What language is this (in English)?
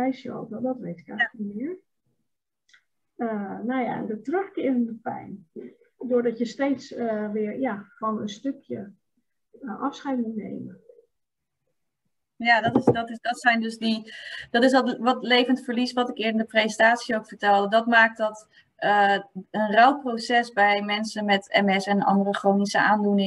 Dutch